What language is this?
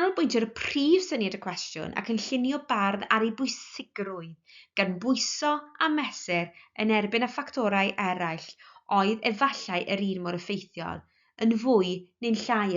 Welsh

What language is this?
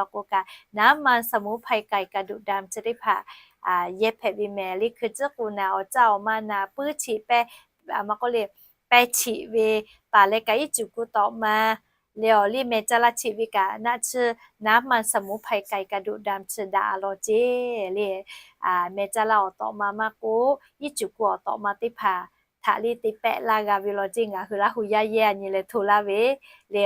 Lahu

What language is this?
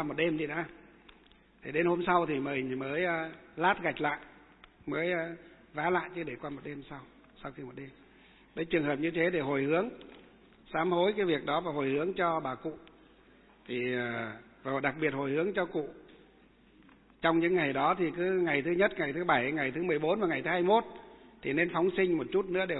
Vietnamese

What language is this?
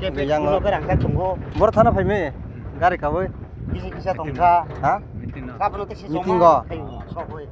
Kok Borok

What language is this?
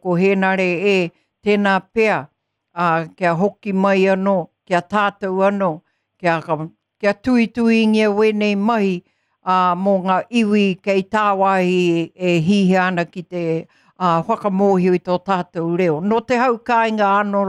Māori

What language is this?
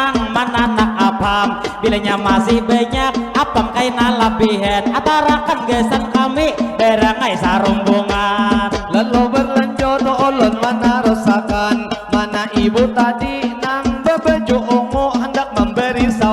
Banjar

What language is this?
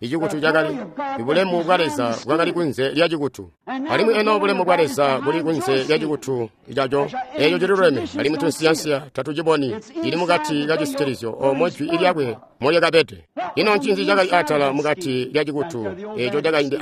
Tonga (Zambia)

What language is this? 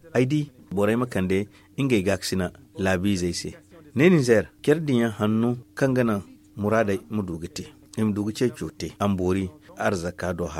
Zarma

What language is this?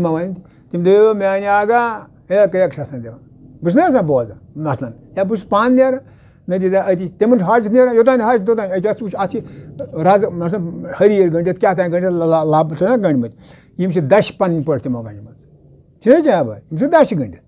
Kashmiri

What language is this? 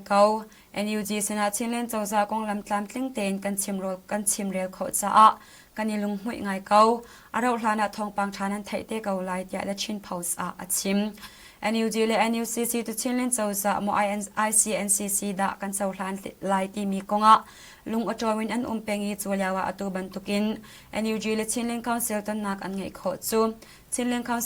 Hakha Chin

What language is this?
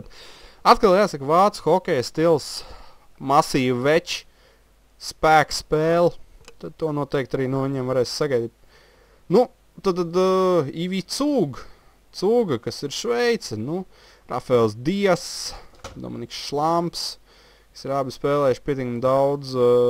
Latvian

